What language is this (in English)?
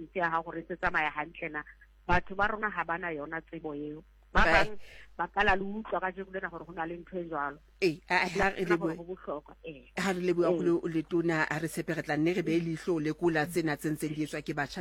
Southern Sotho